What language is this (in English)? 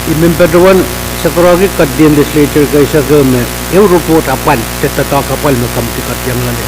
Pohnpeian